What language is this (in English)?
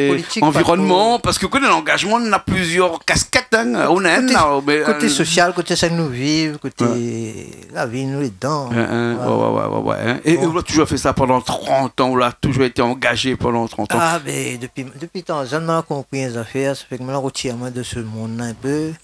Réunion Creole French